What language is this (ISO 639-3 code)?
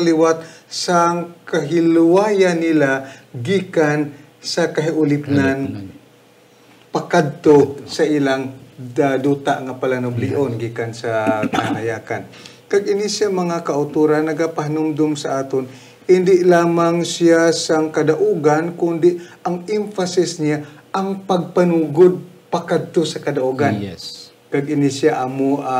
hil